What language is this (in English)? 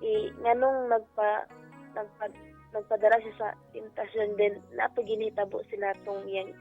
Cebuano